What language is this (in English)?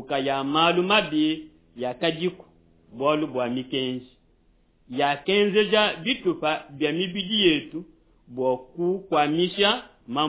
Luba-Lulua